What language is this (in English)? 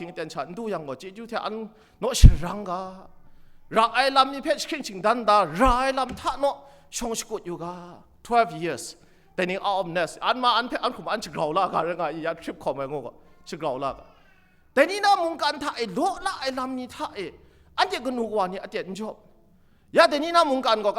Kachin